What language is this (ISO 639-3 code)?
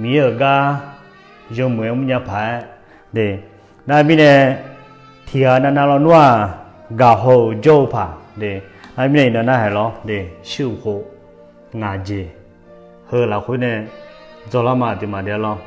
ahk